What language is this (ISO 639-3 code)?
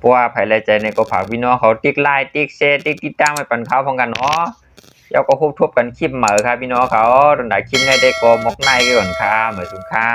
shn